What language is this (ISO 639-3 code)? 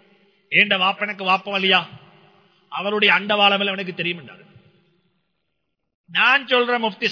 tam